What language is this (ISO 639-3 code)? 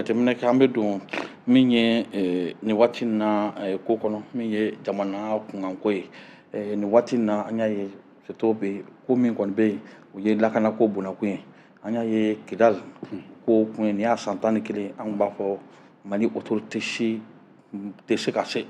bam